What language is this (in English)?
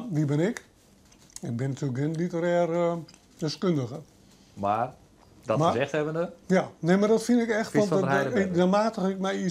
Western Frisian